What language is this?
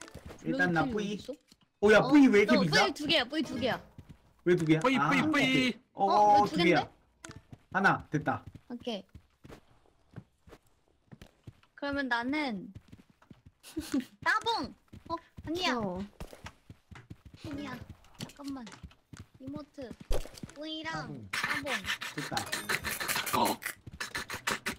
Korean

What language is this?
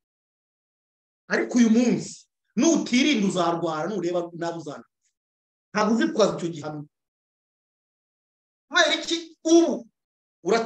Kinyarwanda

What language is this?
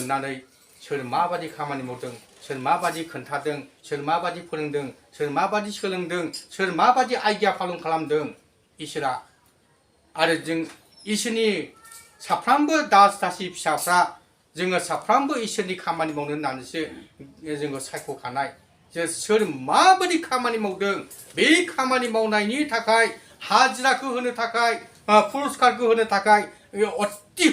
Bodo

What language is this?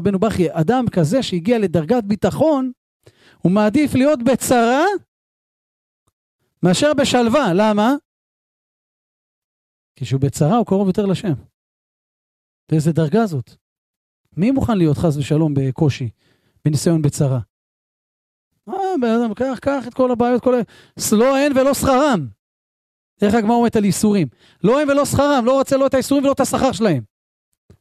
Hebrew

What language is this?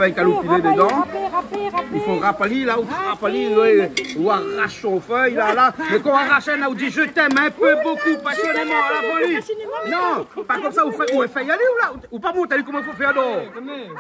Réunion Creole French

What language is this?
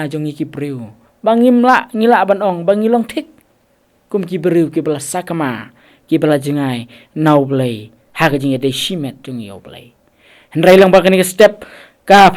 Khasi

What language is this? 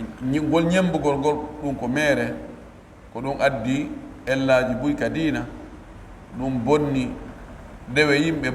Pular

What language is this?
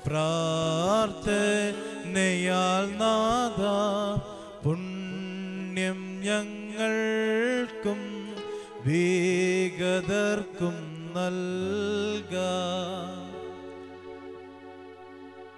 Malayalam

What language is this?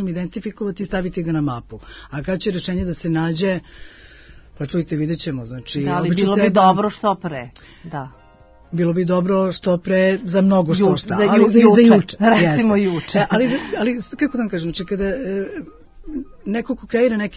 Serbian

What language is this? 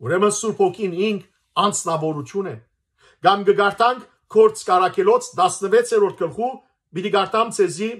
Western Armenian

